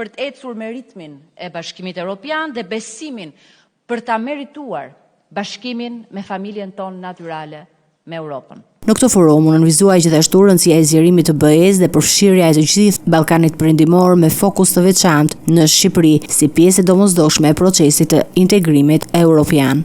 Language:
Albanian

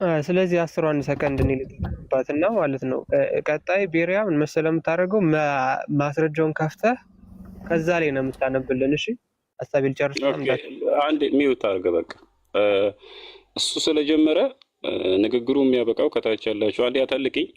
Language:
Amharic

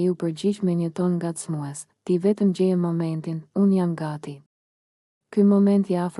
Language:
Albanian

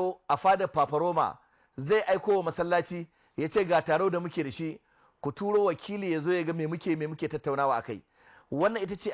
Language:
Hausa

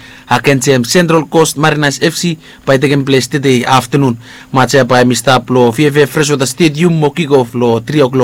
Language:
Bislama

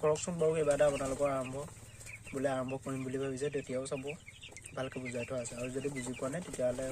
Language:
Assamese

